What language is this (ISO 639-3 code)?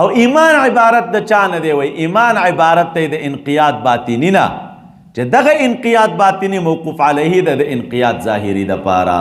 pus